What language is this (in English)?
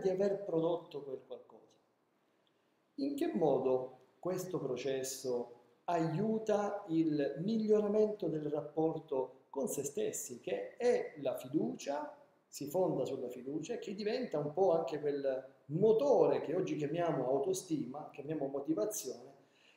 Italian